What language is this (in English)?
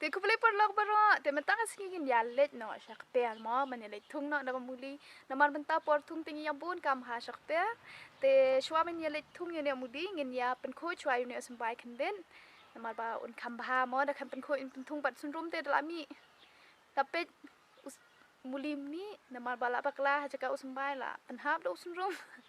Khasi